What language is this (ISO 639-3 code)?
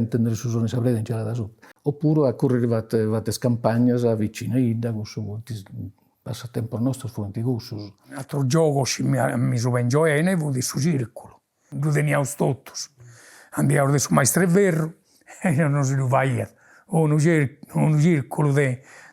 srd